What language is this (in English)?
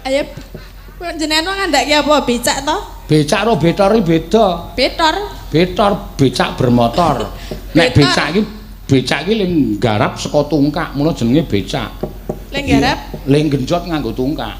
Javanese